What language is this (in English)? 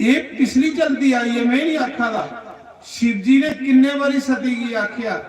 Dogri